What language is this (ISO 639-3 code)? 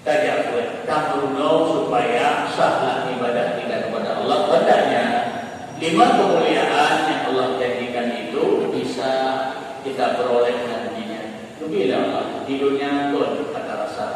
ace